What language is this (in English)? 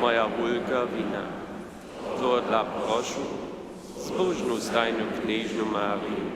Upper Sorbian